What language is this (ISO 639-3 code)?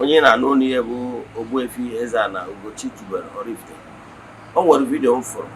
ibo